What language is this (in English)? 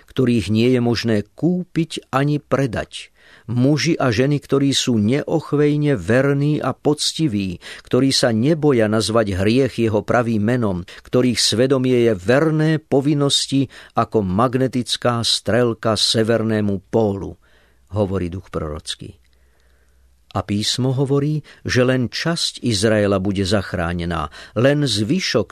Slovak